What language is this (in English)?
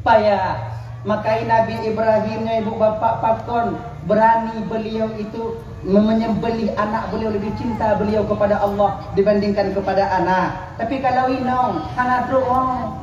Achinese